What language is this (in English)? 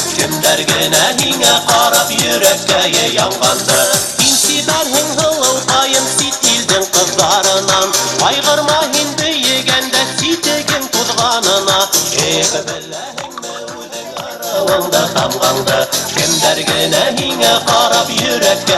Bashkir